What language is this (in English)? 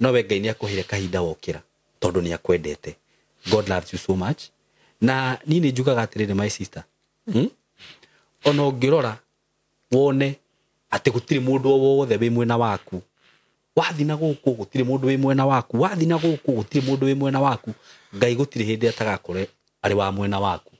Kikuyu